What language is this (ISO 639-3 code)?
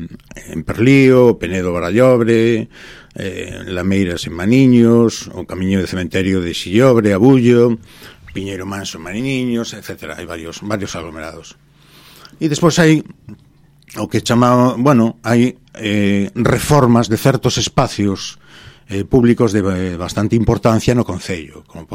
glg